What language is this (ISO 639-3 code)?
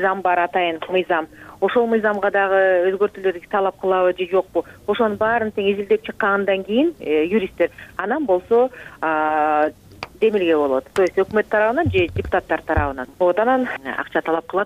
kir